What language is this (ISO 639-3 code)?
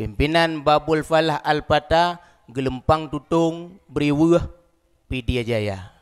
ace